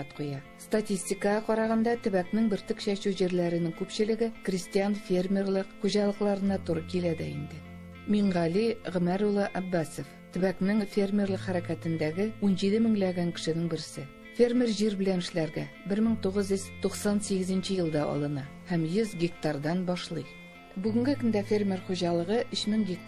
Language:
Tatar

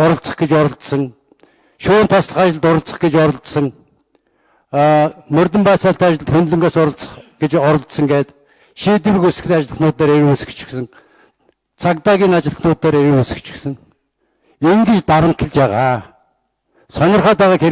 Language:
Mongolian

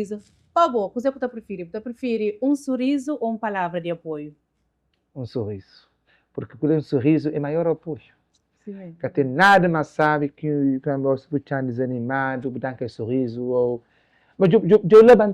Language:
Kabuverdianu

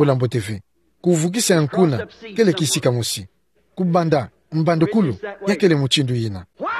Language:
Kituba (Democratic Republic of Congo)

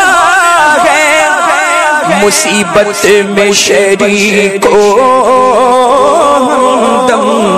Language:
Urdu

